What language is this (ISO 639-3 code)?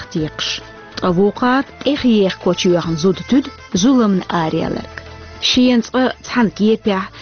che